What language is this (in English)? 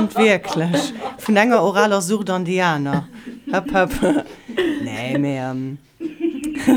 Luxembourgish